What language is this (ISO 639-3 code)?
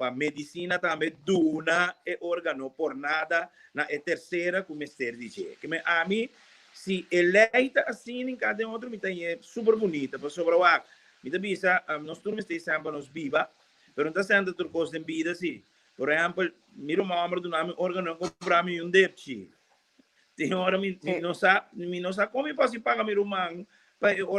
pap